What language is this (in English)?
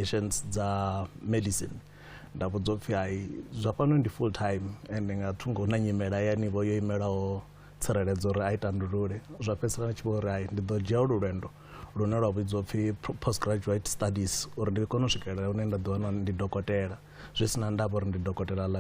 Venda